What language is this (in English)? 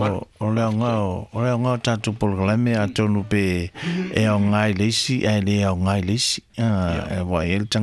Samoan